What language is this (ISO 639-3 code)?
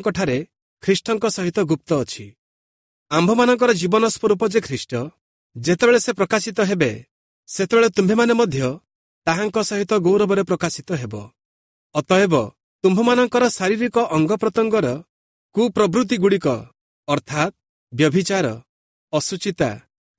ori